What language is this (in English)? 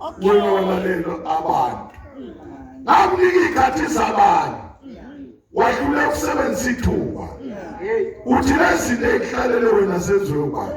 Zulu